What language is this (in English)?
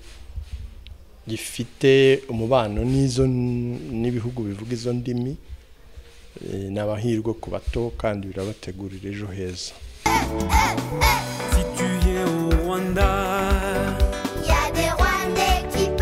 Kinyarwanda